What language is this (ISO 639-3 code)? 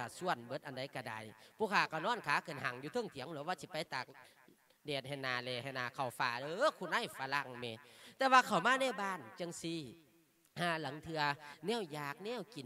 lao